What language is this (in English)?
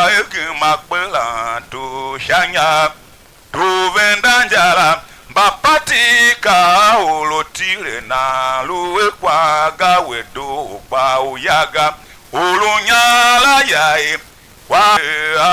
Tiv